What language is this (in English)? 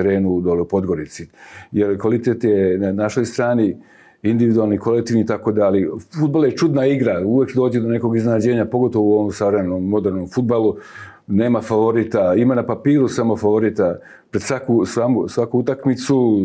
Serbian